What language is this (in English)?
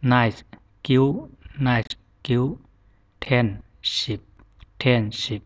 Zhuang